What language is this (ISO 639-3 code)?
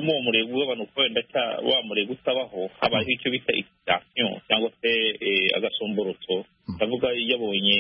kin